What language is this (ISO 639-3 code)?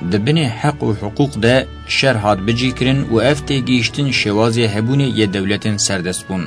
kur